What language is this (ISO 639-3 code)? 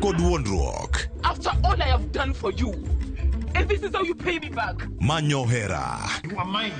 luo